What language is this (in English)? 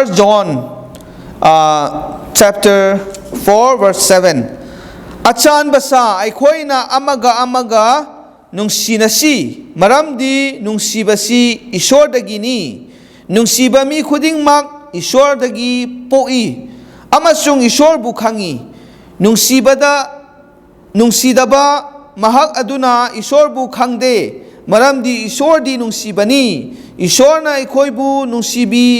Manipuri